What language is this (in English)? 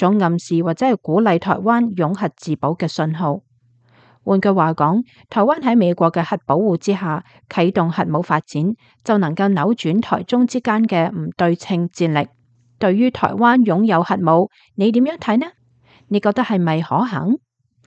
Cantonese